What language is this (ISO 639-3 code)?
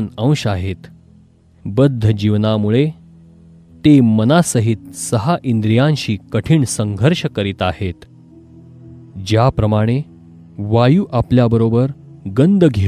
mar